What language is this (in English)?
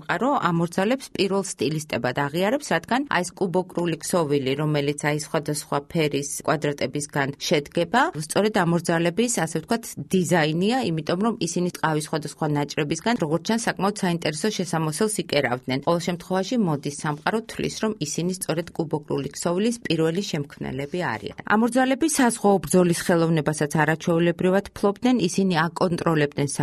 Georgian